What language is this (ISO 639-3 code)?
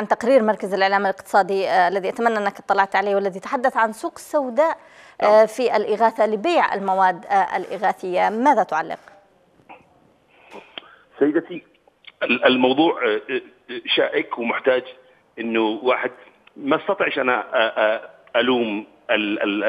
ara